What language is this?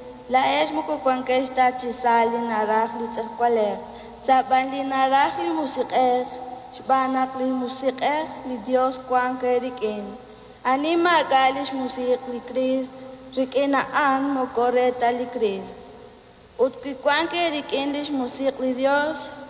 Kekchí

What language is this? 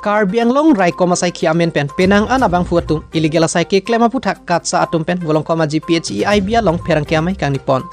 Karbi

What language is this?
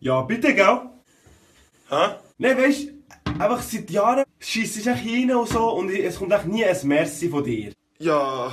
Swiss German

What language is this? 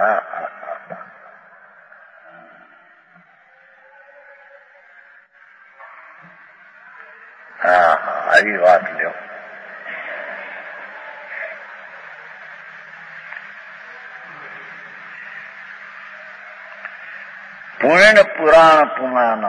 Gujarati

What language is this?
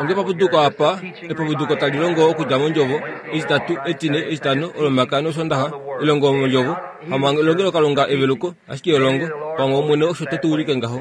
Kuanyama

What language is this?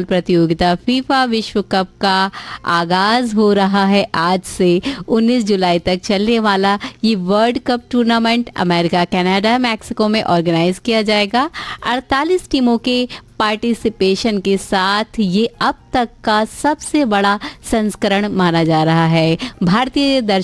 Hindi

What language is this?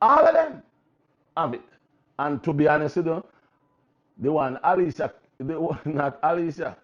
Jamaican Creole English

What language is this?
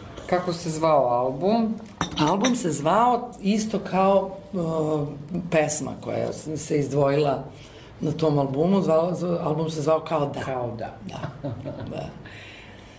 Serbian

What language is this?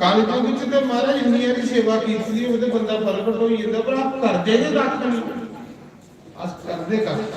Dogri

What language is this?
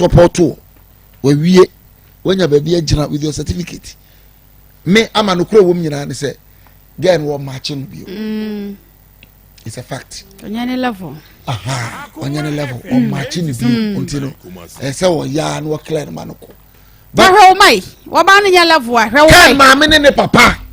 Akan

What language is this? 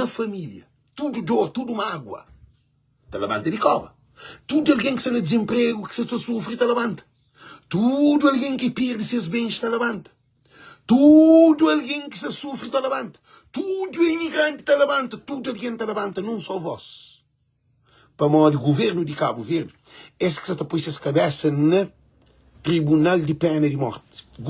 Kabuverdianu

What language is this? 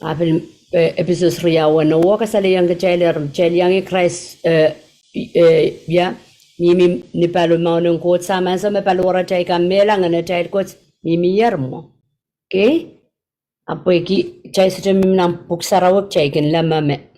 Pohnpeian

